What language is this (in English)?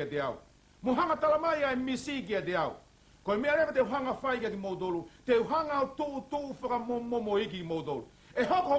Tongan